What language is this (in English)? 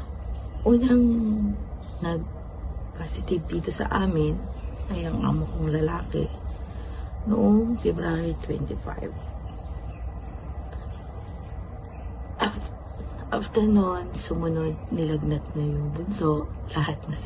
Filipino